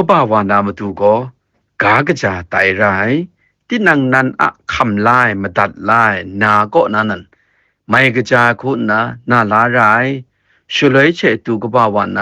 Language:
Kachin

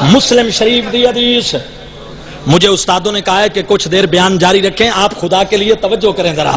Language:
Saraiki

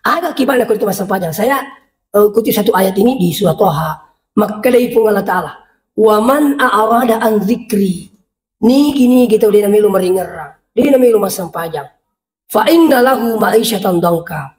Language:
Buginese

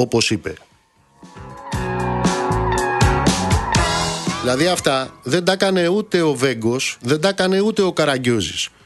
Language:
Greek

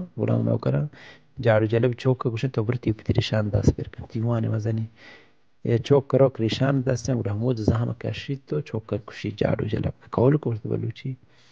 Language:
Baluchi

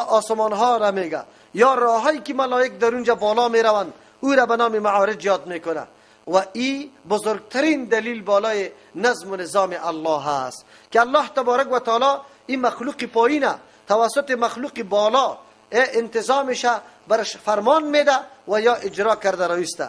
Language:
Persian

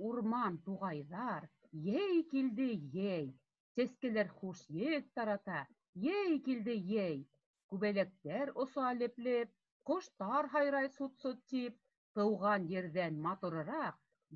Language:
Bashkir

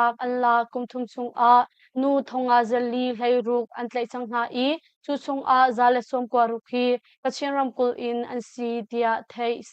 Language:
Hakha Chin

